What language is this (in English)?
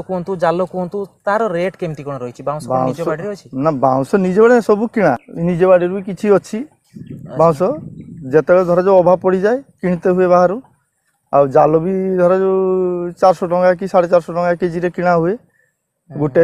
Odia